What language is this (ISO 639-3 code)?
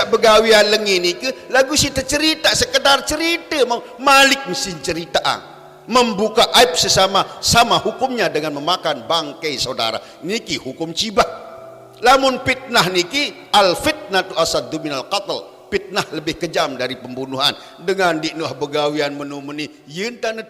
sas